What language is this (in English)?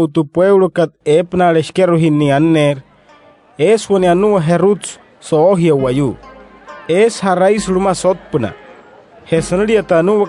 Wayuu